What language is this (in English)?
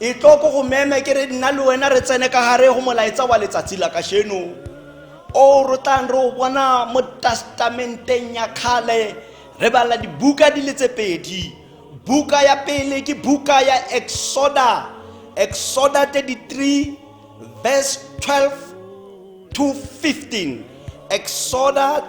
Tswana